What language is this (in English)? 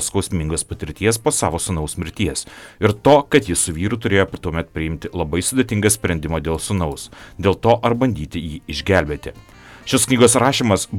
Lithuanian